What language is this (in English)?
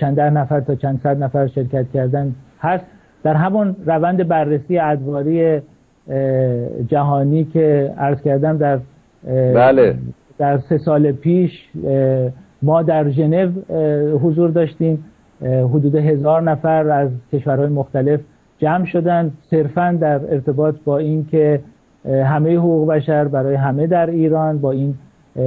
Persian